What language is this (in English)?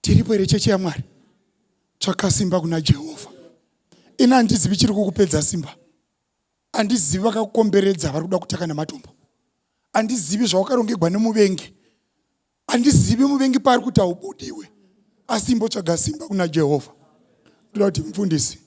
Shona